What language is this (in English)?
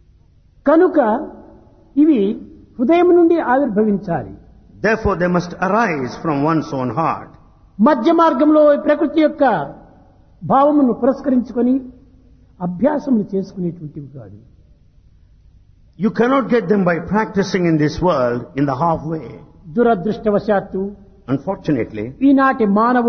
Telugu